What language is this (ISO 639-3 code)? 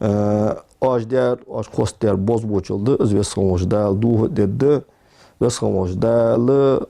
inh